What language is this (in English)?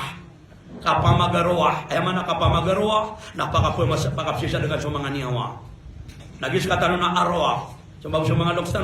Maranao